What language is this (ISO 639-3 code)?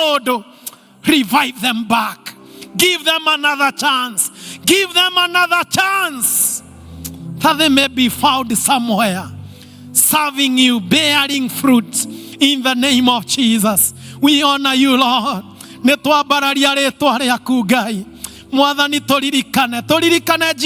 kik